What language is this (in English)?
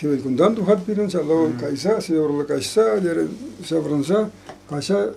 Chuvash